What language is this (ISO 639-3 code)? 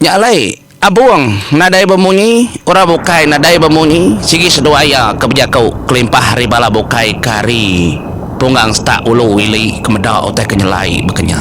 iba